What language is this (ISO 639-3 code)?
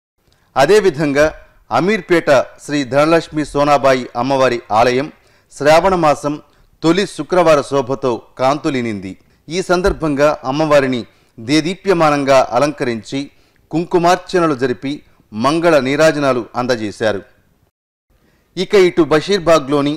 tel